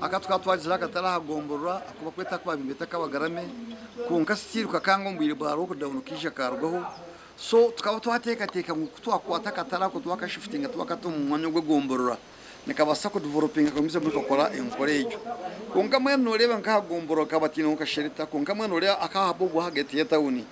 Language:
Nyankole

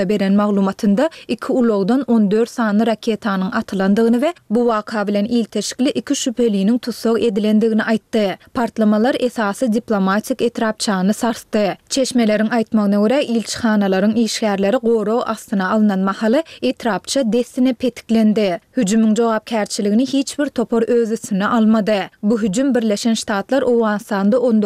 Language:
Turkmen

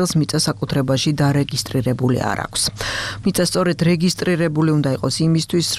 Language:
Georgian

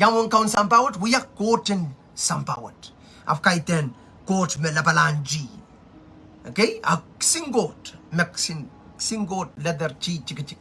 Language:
Pohnpeian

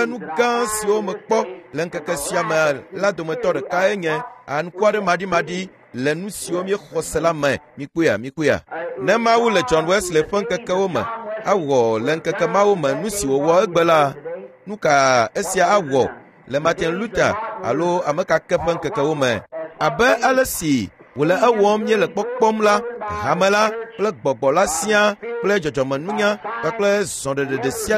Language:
Ewe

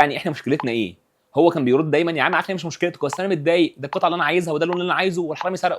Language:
Egyptian Arabic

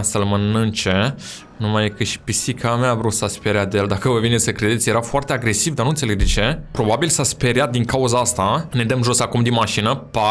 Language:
Romanian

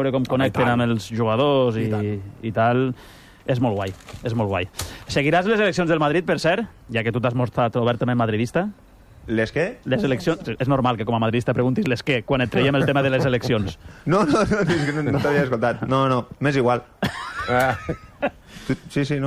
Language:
Catalan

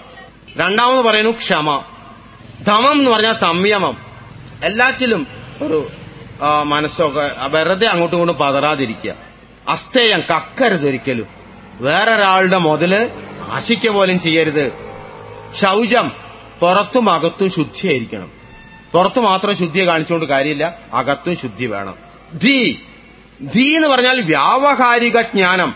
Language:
Malayalam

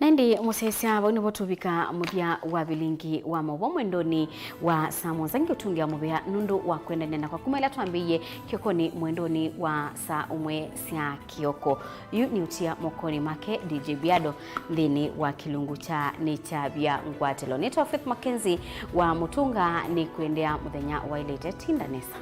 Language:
Kamba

